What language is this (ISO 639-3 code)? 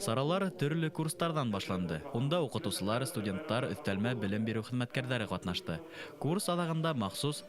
bak